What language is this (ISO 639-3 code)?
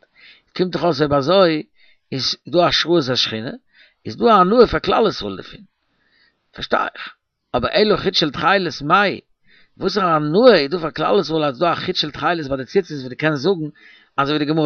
yid